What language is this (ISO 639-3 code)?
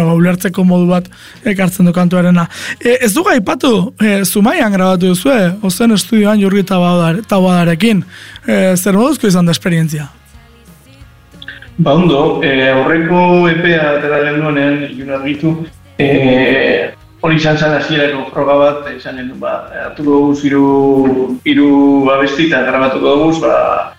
eus